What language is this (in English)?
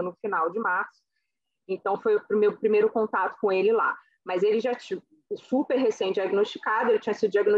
Portuguese